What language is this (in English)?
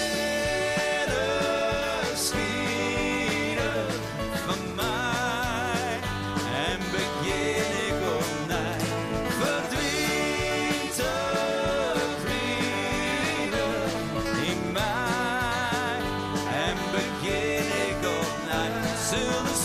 Western Frisian